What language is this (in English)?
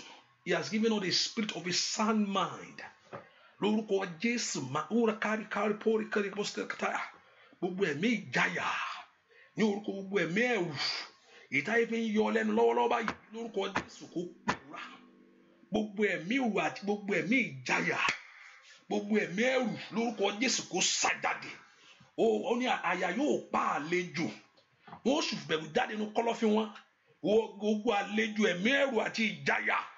Yoruba